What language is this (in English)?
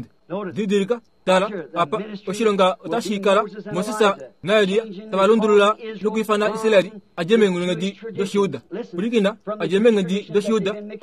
Kuanyama